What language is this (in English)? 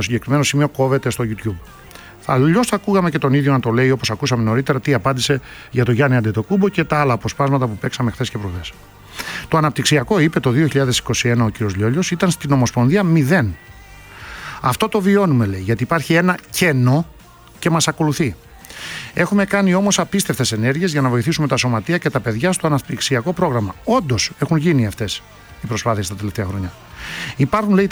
Greek